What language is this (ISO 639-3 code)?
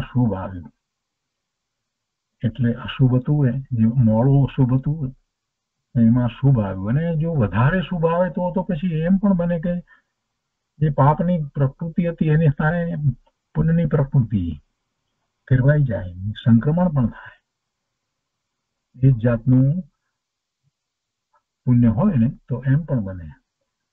guj